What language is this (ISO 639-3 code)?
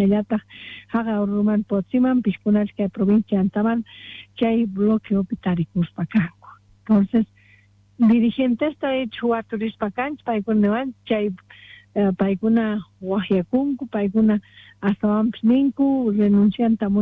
quh